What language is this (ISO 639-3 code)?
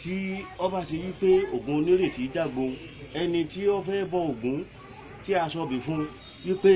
yor